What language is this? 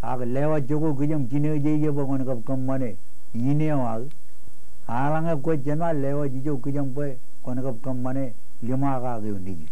Marshallese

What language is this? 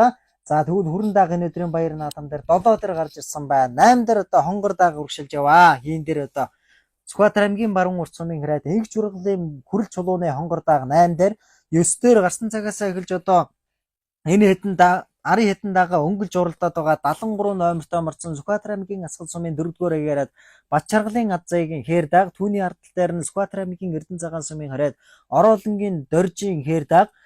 Mongolian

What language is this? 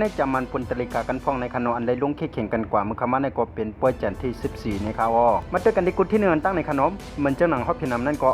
Shan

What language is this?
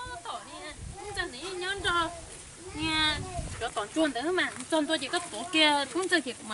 Hmong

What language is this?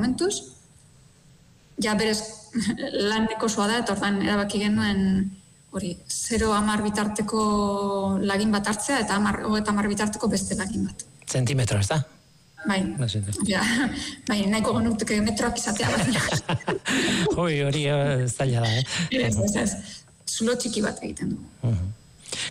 Basque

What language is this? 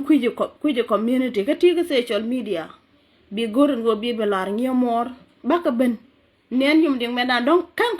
Nuer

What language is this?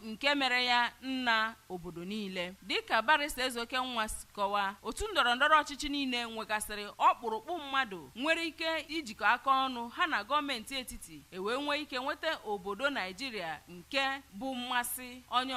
Igbo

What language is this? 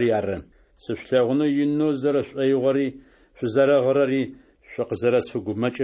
Adyghe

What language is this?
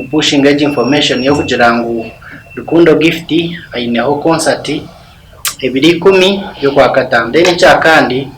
Nyankole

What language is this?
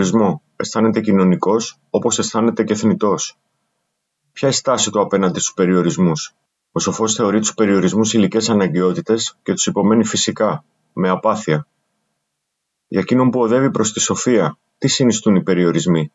Greek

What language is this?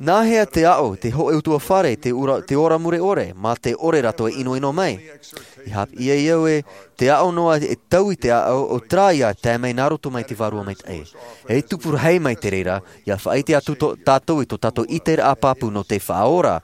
Tahitian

